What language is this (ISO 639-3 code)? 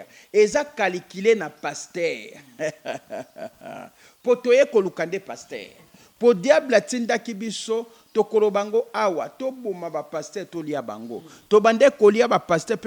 lin